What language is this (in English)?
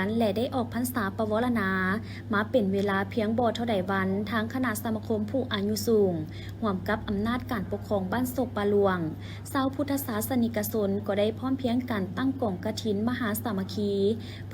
Lao